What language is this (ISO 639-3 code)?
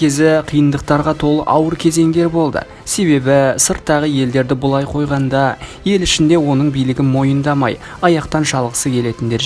kaz